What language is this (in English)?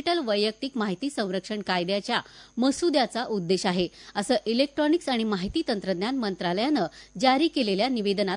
Marathi